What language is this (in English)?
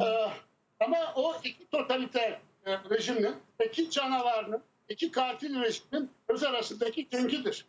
Crimean Tatar